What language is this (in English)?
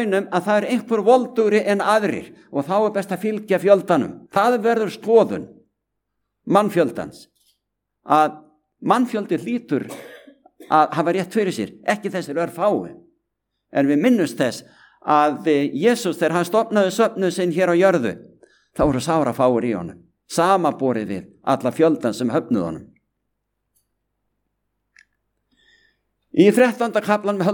Icelandic